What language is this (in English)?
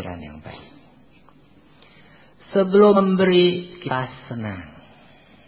Indonesian